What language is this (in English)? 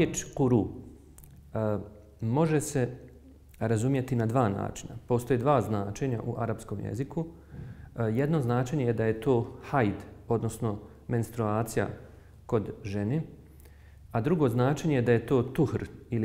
Bosnian